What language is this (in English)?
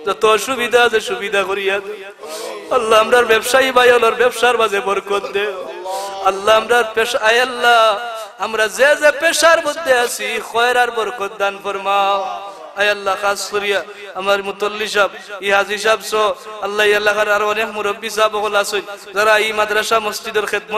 Sylheti